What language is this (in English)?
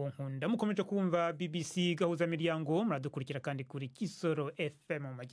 Kinyarwanda